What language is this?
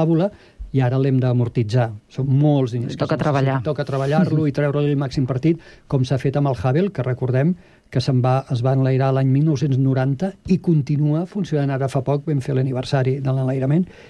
Catalan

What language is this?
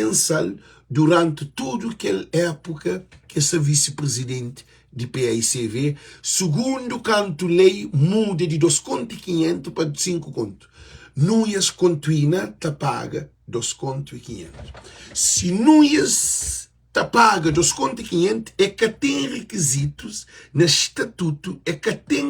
Kabuverdianu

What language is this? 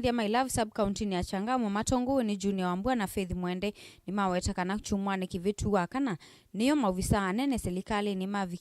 Kamba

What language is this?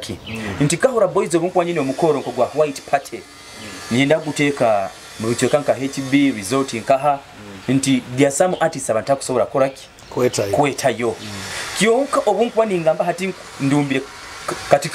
Nyoro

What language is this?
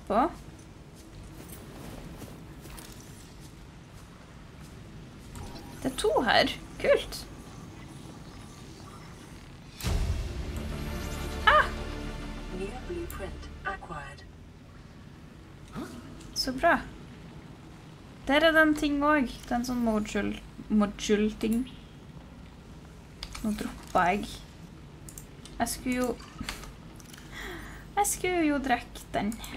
Norwegian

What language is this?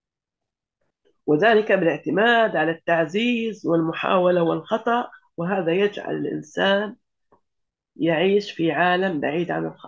Arabic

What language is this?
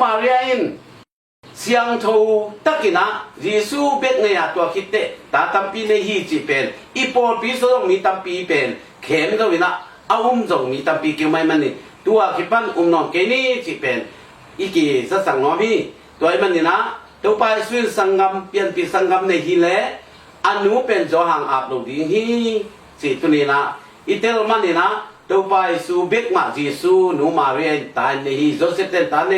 Tedim Chin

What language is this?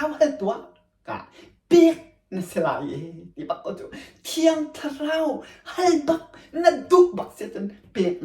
Hakha Chin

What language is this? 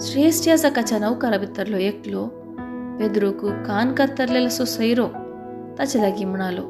Konkani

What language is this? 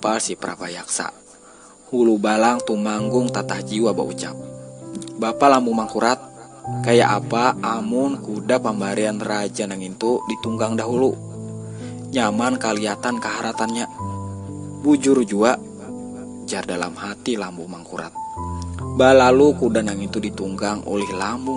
Banjar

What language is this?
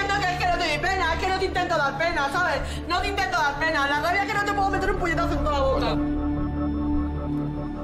Spanish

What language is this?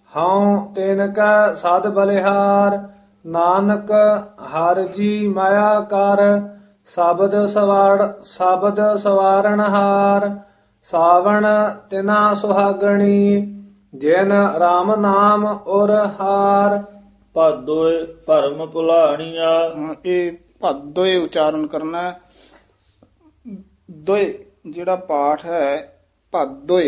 Punjabi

